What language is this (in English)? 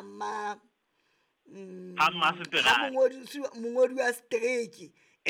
Southern Sotho